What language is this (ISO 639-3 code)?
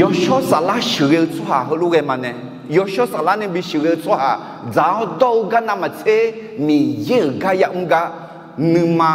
ahk